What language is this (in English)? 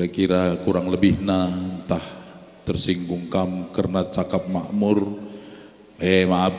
Batak Karo